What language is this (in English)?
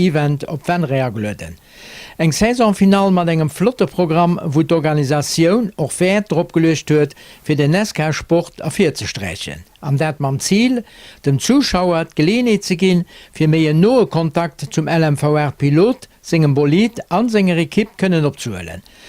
Luxembourgish